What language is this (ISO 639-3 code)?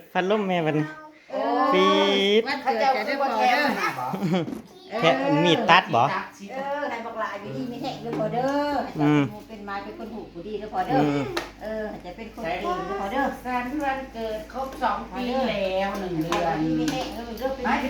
tts